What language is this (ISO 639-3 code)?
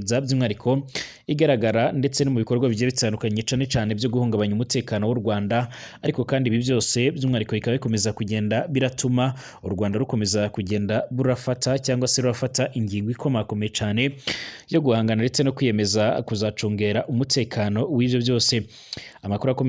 run